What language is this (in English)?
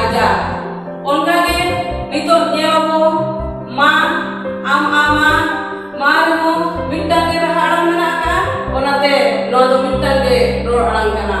Santali